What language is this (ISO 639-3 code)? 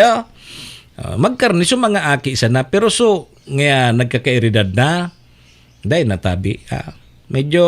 bik